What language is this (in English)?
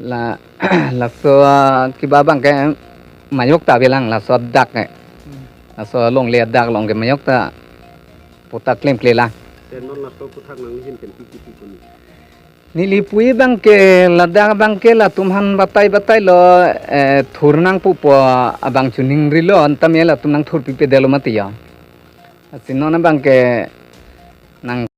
Karbi